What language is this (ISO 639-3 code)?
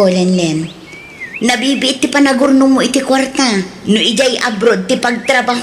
ilo